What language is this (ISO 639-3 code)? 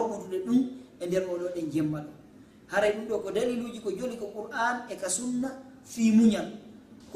ful